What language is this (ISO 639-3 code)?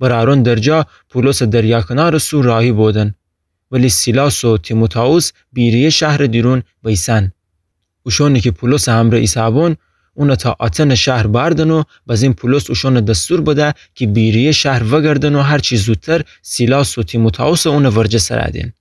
glk